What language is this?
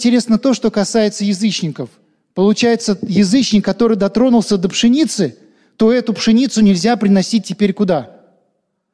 Russian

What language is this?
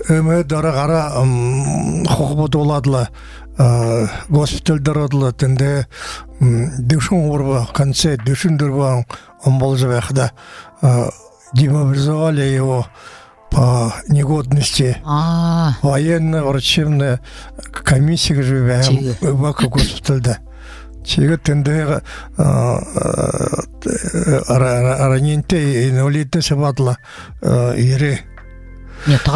Buriat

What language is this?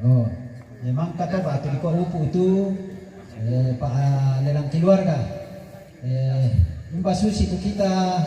Toraja-Sa'dan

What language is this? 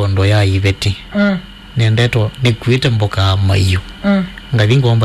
Kamba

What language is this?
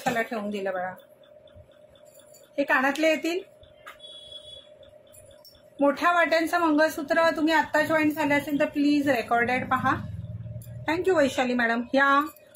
Marathi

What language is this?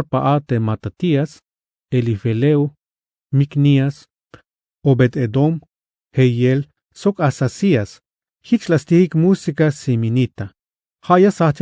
Tzeltal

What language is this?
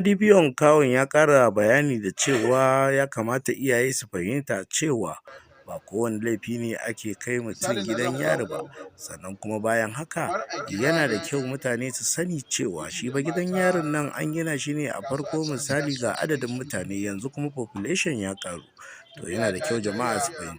Hausa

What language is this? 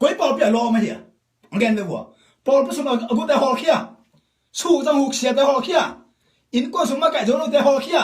Tedim Chin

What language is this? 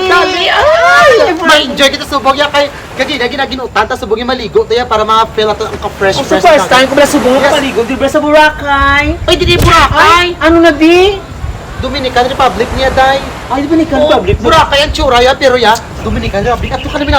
Hiligaynon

